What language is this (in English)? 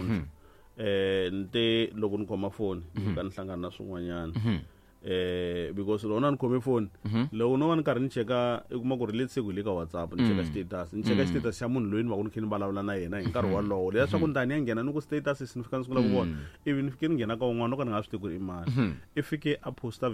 Tsonga